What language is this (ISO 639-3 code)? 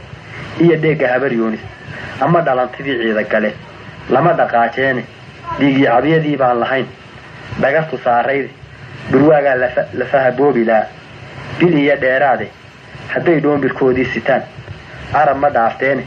som